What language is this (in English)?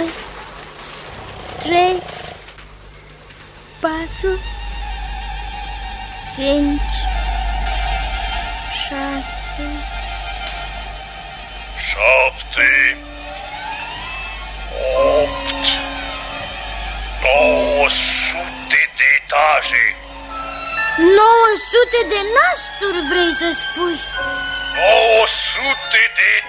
Romanian